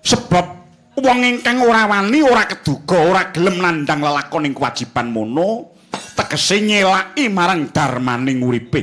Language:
Javanese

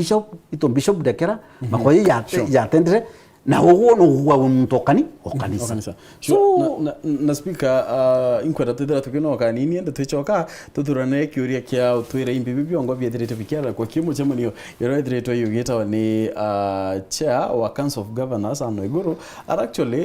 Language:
Meru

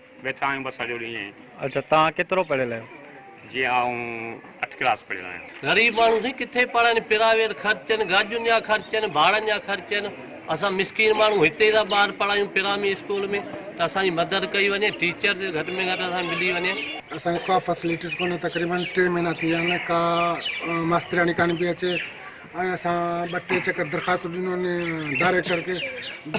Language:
Sindhi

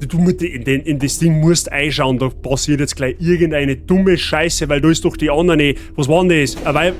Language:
Bavarian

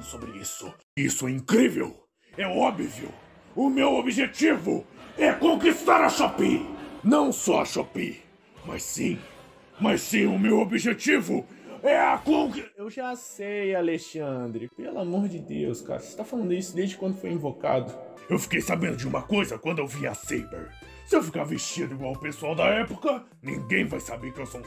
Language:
Portuguese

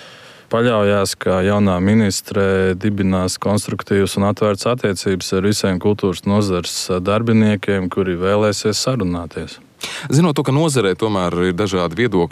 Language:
Latvian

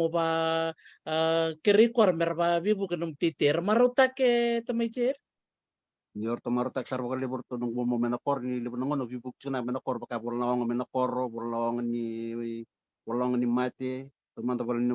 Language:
Fijian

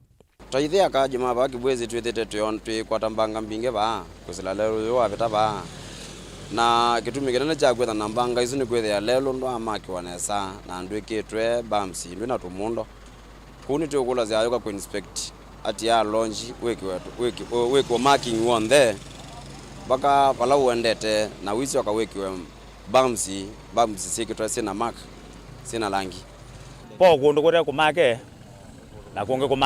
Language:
Kamba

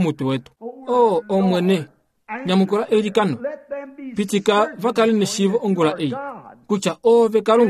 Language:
Kuanyama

